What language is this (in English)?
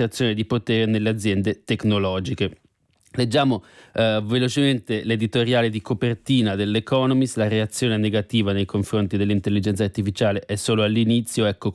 Italian